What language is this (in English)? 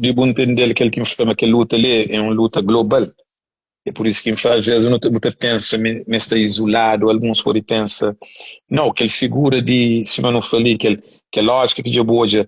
Kabuverdianu